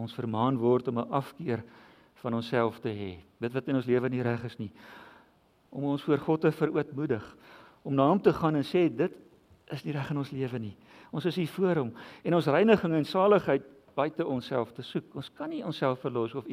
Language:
Afrikaans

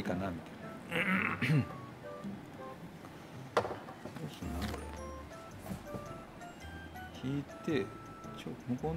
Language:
Japanese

